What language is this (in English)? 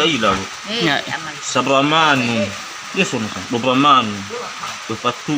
Nias